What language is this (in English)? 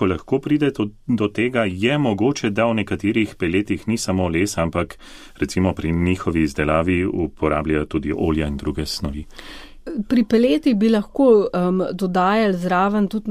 Slovenian